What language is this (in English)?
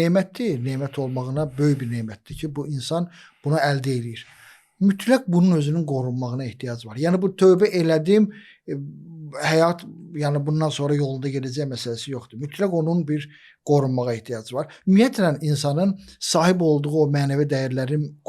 Azerbaijani